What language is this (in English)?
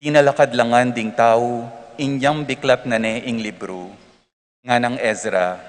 Pampanga